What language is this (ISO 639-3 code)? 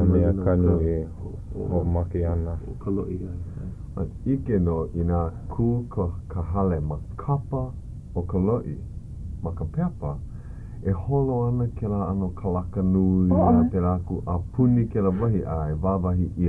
haw